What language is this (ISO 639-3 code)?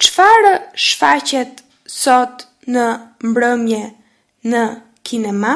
sqi